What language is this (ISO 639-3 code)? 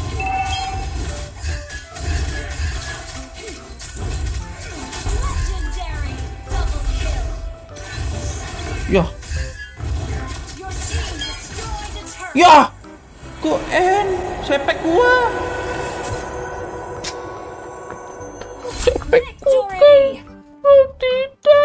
ind